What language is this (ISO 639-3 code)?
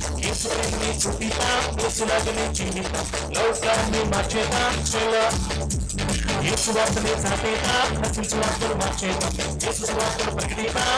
tel